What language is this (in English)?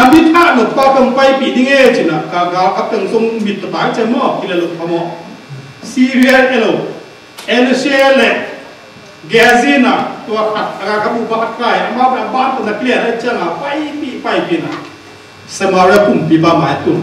Tedim Chin